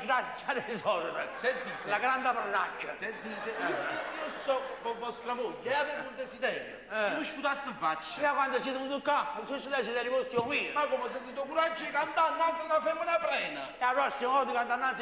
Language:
Neapolitan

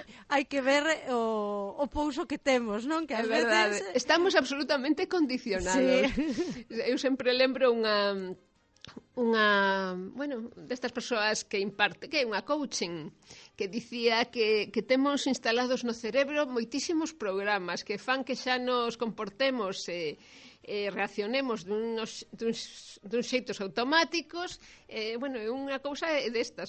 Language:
Galician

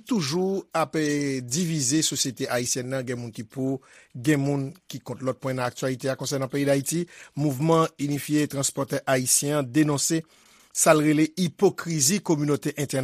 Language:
Haitian Creole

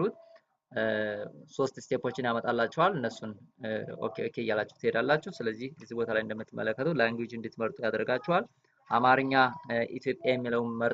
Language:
Amharic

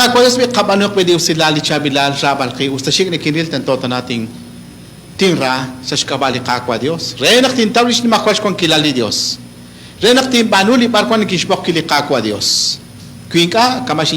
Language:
Kekchí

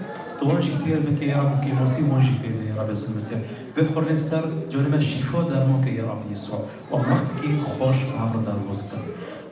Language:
Kurdish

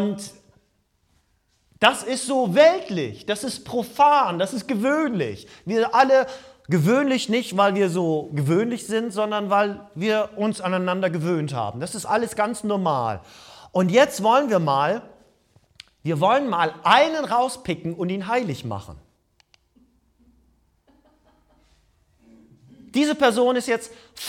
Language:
German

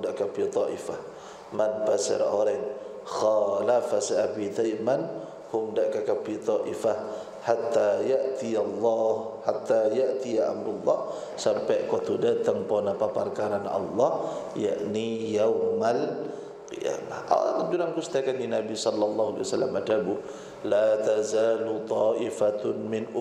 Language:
Madurese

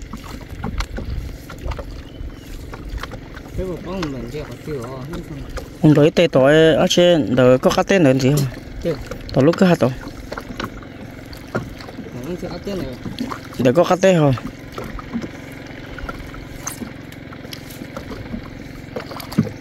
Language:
Vietnamese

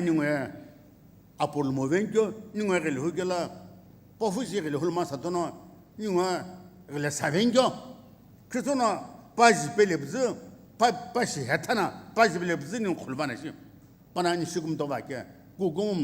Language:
Sumi Naga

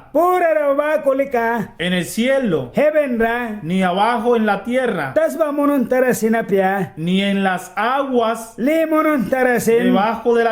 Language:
Mískito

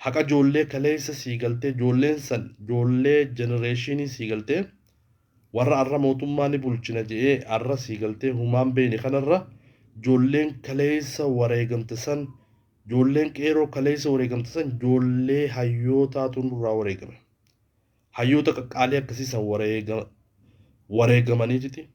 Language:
Oromo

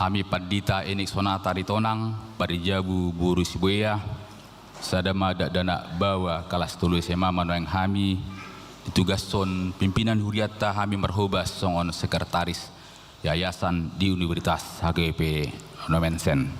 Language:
Batak Toba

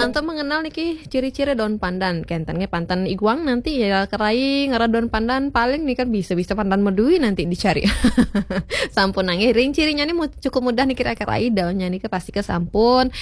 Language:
Balinese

